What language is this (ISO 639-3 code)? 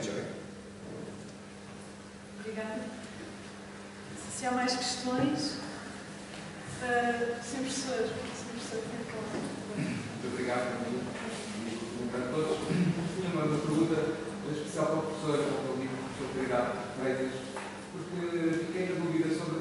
por